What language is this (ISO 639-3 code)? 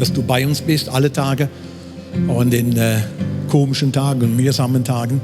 gsw